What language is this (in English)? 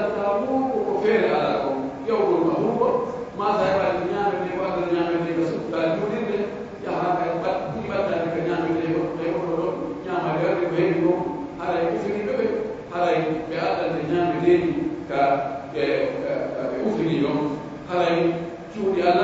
Pular